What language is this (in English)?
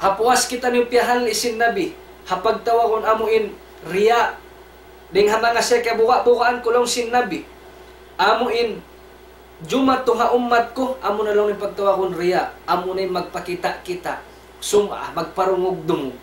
Tausug